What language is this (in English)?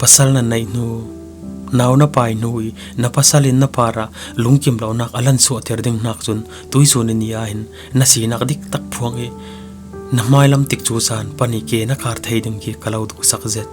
Falam Chin